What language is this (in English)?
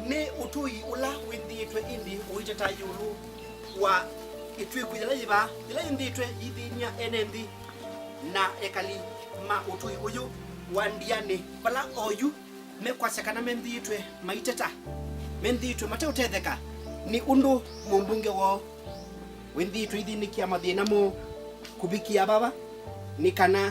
Kamba